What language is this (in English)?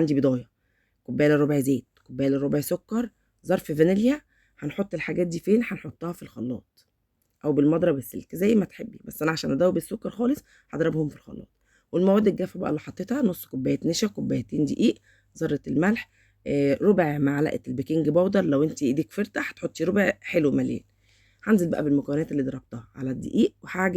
Egyptian Arabic